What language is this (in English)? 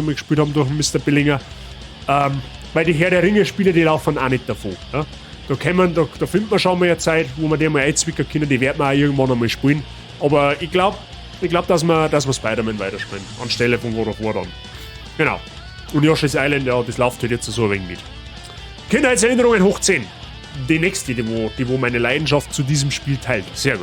Bavarian